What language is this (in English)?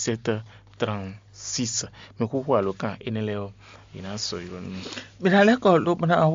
Fon